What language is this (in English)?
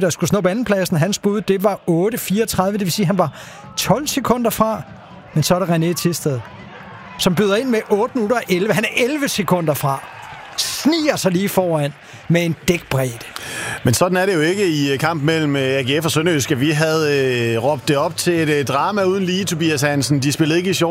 Danish